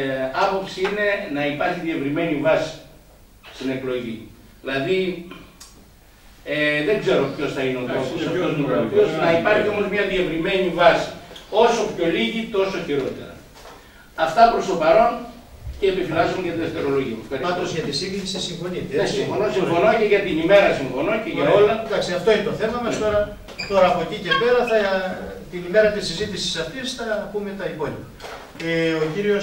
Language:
Greek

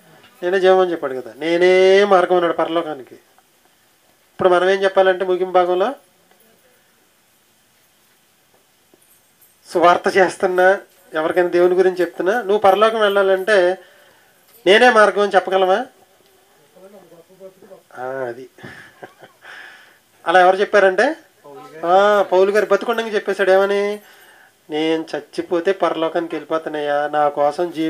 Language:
Telugu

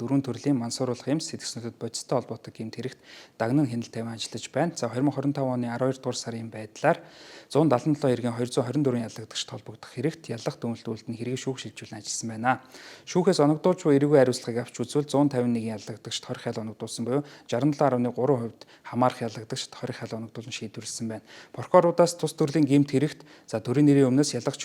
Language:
Mongolian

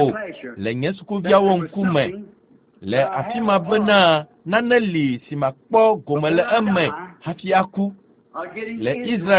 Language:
Ewe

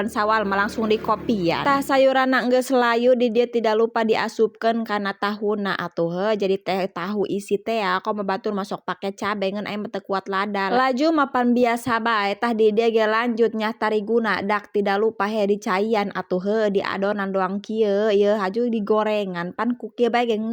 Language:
Sundanese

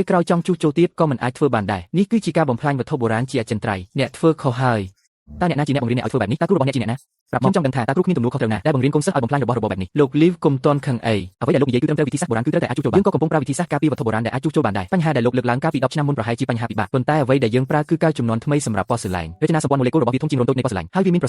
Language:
Khmer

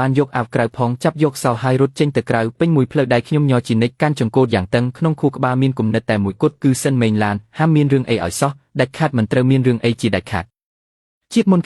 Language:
Khmer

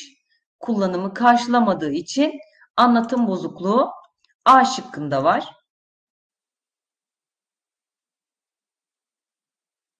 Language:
Turkish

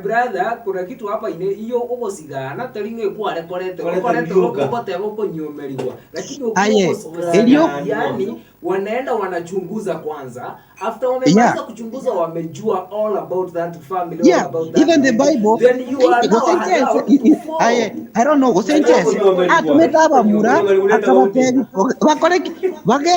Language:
Gusii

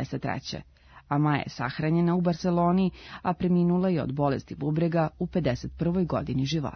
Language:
Serbian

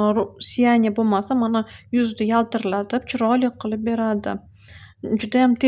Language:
Uzbek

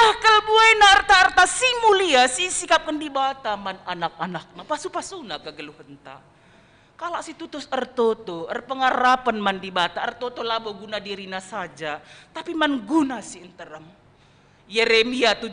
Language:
Batak Karo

